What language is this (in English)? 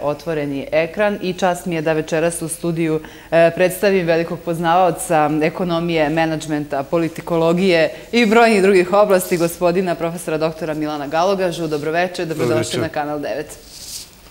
Serbian